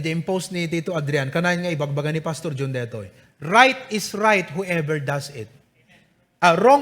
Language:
Iloko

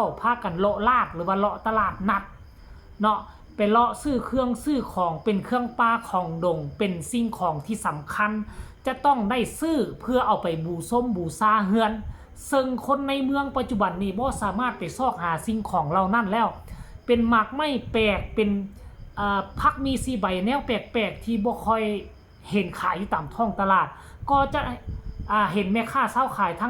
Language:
Northeastern Thai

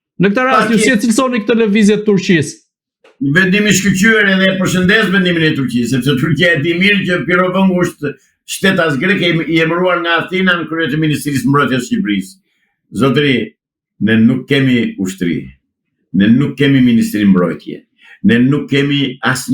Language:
Albanian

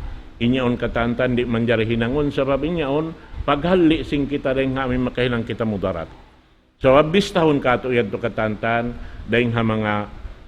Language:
Tausug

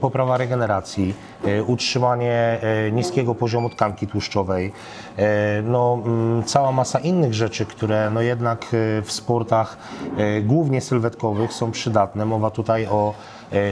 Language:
Polish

